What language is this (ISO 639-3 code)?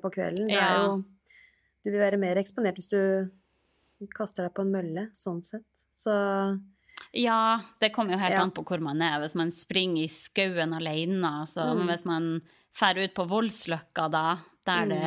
nor